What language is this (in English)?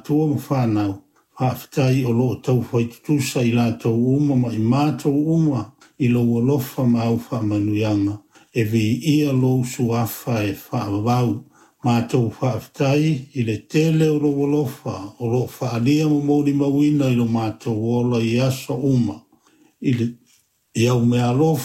Samoan